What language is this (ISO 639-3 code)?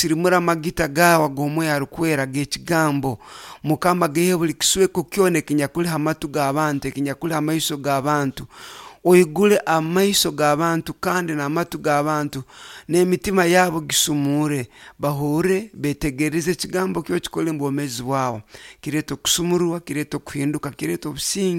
nyo